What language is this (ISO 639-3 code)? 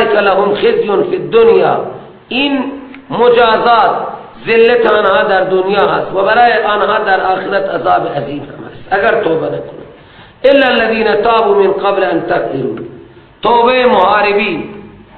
fas